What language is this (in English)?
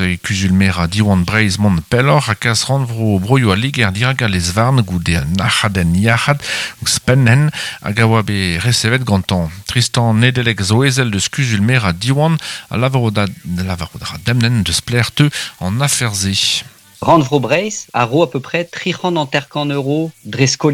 Breton